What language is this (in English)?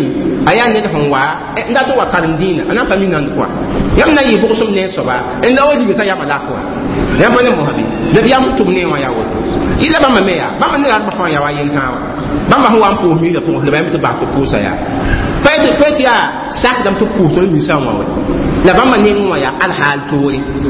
Mossi